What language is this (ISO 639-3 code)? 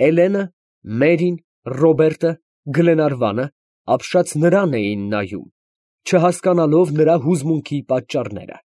hye